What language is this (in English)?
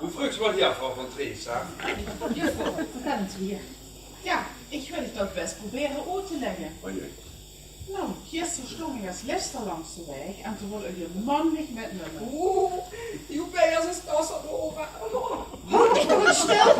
Limburgish